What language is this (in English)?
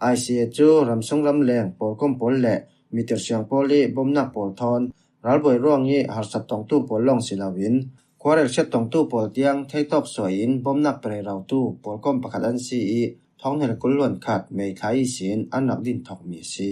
Falam Chin